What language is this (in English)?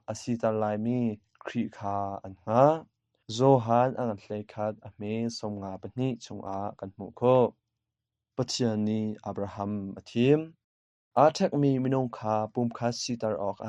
Hakha Chin